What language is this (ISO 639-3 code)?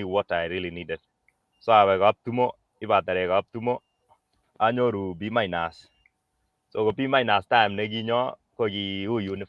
kln